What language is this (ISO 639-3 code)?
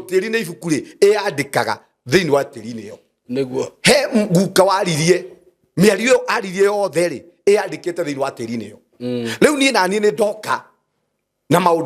kik